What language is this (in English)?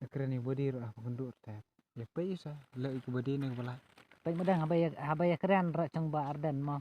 Khasi